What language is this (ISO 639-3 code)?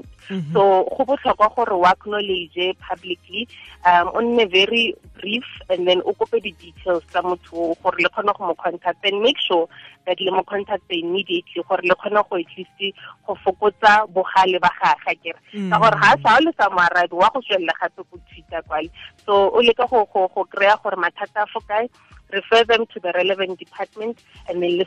tsn